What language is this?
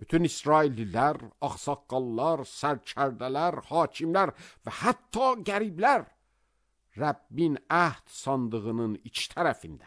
Azerbaijani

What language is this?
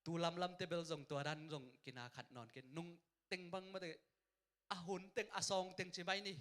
Tedim Chin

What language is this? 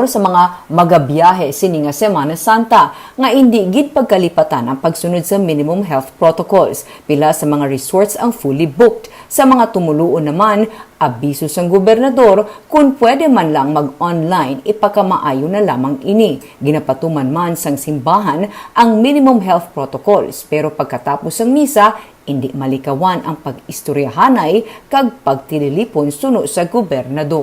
Hiligaynon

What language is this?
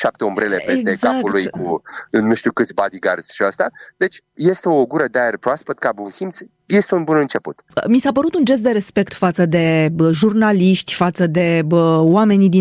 Romanian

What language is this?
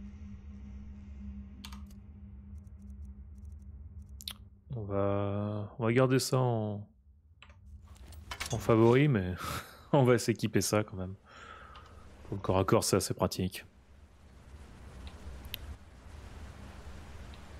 French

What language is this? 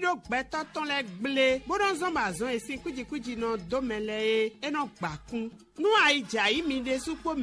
Fon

